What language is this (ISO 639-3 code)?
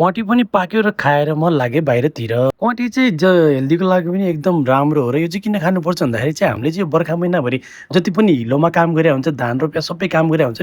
nep